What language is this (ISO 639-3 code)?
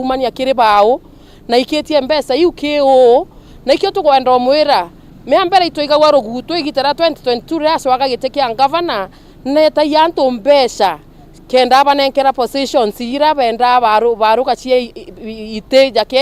mer